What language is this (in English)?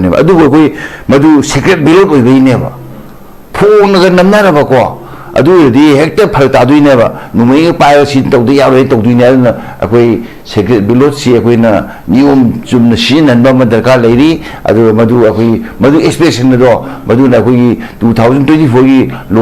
Manipuri